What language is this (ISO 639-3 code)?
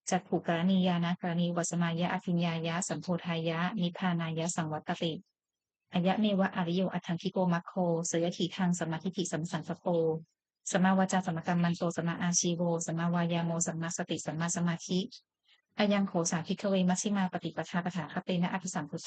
pli